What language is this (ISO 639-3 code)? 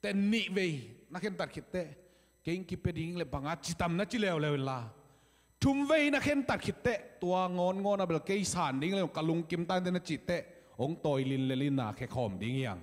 ctd